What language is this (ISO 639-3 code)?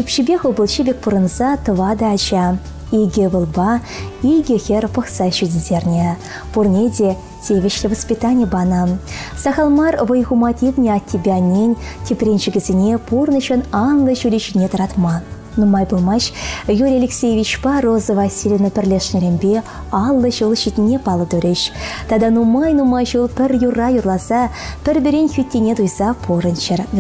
chv